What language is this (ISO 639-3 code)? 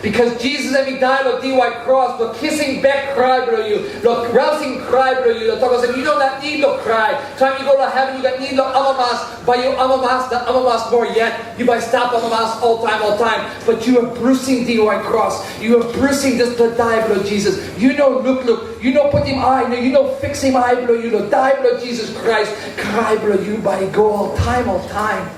tpi